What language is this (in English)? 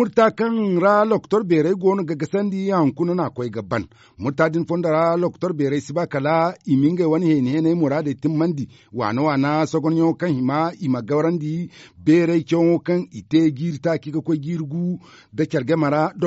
Zarma